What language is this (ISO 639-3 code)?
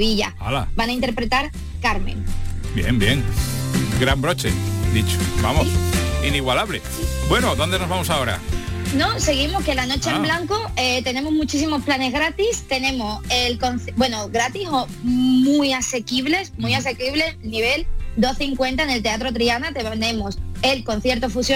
spa